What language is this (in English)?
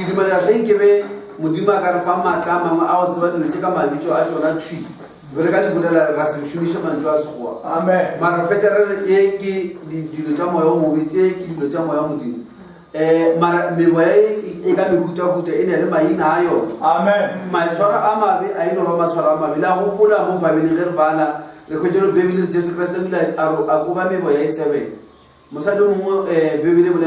Northern Sotho